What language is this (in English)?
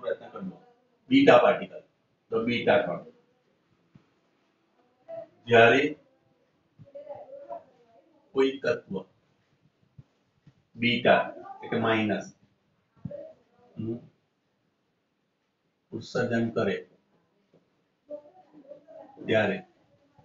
Gujarati